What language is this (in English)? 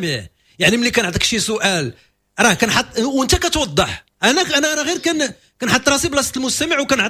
Moroccan Arabic